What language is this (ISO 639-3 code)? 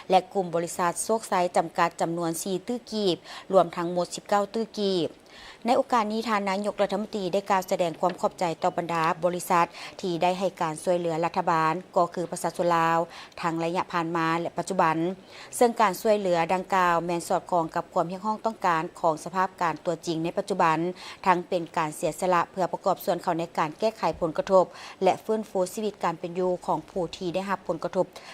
lao